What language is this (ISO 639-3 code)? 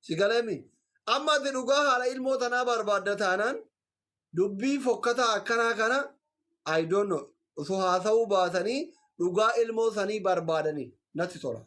orm